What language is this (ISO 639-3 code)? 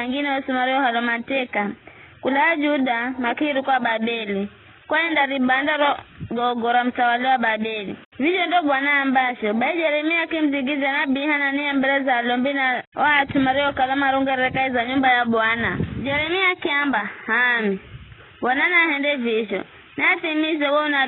nyf